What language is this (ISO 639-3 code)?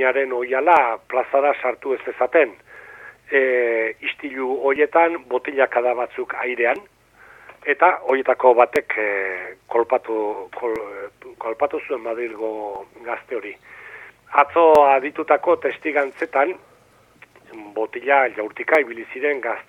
eus